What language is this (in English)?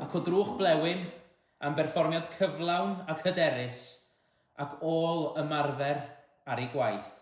Welsh